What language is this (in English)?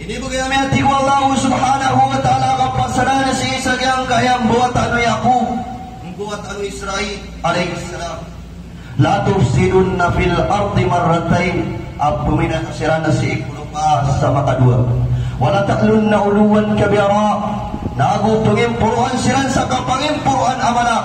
Maranao